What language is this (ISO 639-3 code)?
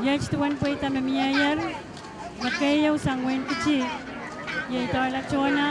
pon